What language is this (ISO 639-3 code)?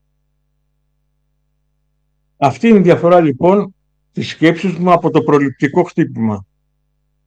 ell